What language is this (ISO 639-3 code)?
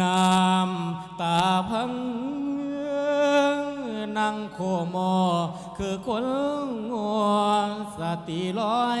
lao